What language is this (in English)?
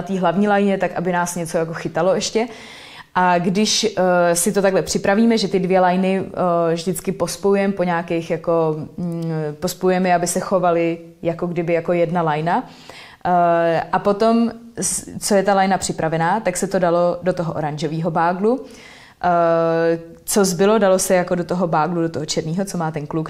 Czech